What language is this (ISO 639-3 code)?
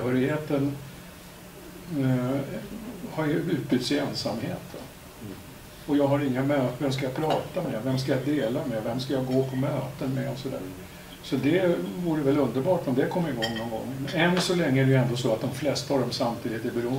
swe